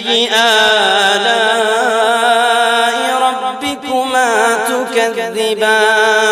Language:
Arabic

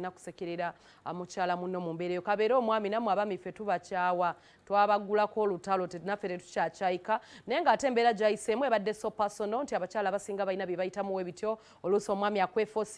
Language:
Ganda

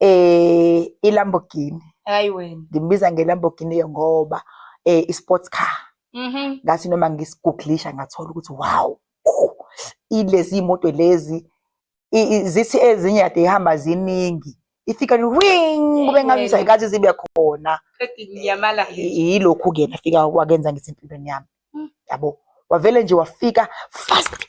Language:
Zulu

